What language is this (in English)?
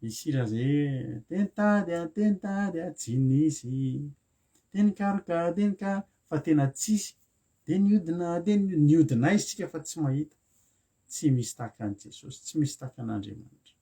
Malagasy